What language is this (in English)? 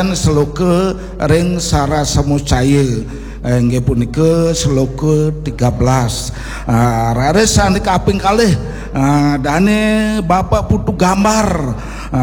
Balinese